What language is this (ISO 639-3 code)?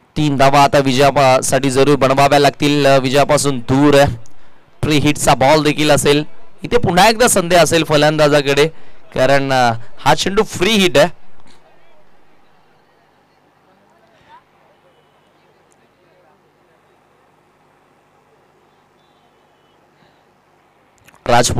mar